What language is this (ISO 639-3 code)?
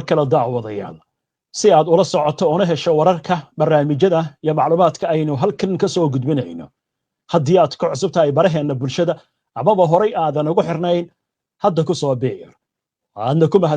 som